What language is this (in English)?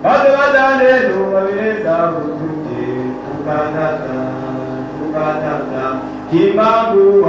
Swahili